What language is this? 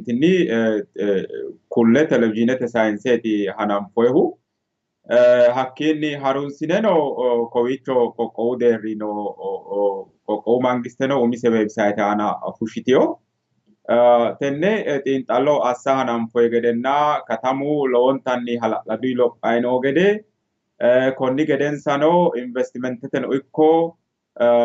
Sidamo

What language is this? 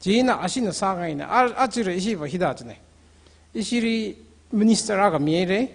Tangkhul Naga (India)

